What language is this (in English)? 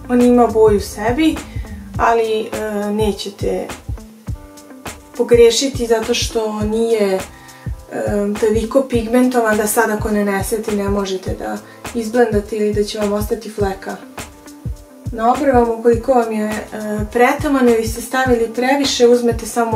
Serbian